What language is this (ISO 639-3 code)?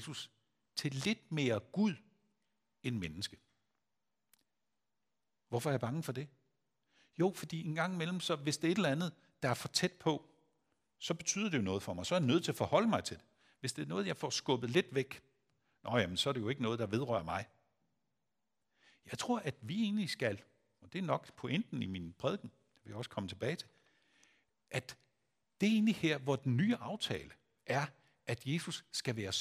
dan